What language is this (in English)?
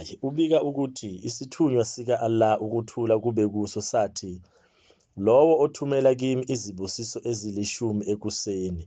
Zulu